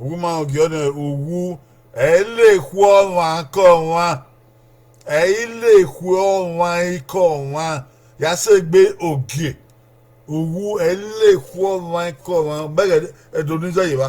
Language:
Bini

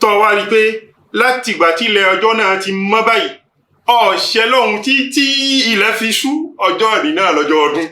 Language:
Yoruba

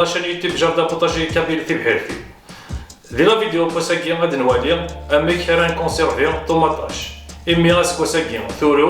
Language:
Kabyle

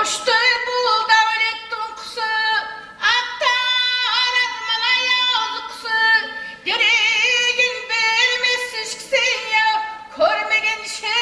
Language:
Kara-Kalpak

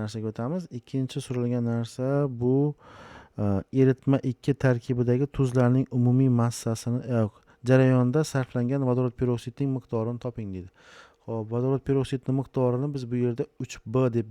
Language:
Uzbek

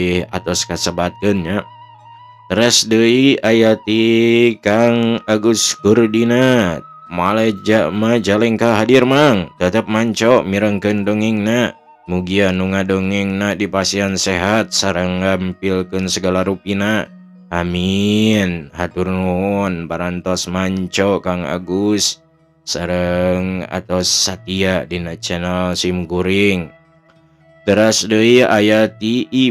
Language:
Sundanese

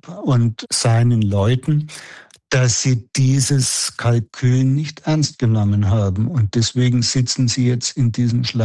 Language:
German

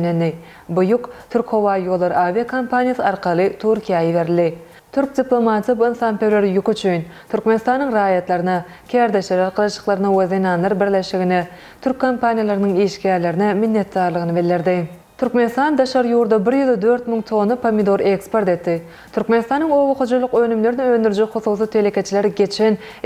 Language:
Turkmen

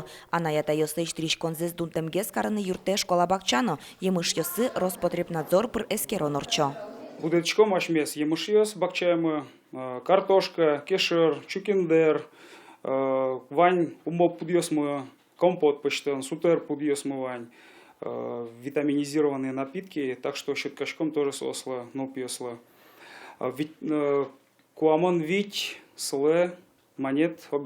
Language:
Udmurt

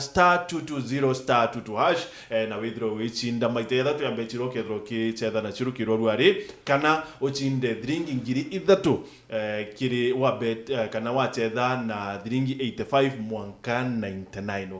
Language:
Meru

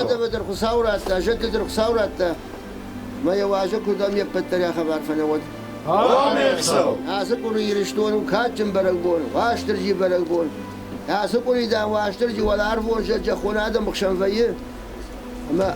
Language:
Ossetic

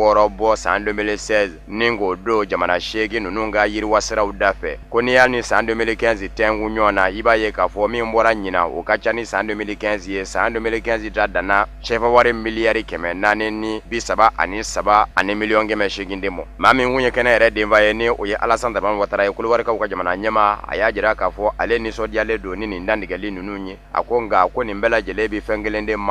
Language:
Bambara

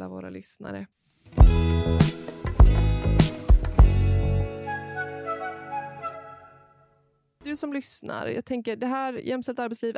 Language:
Swedish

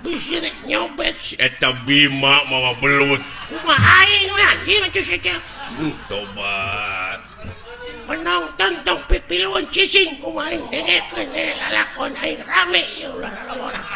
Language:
Sundanese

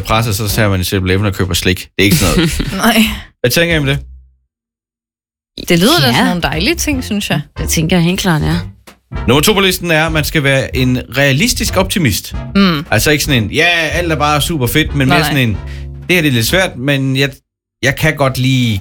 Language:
Danish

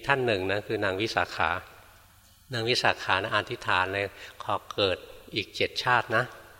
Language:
Thai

